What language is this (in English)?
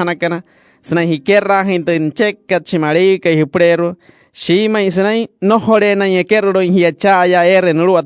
Wayuu